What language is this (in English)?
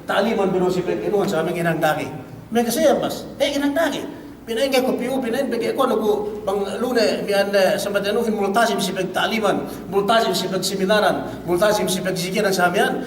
Yakan